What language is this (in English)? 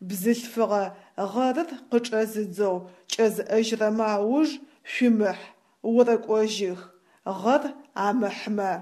Adyghe